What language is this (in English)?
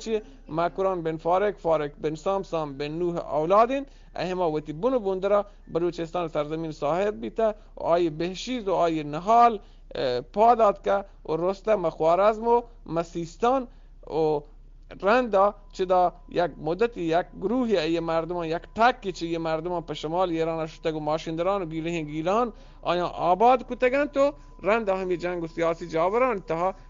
Eastern Balochi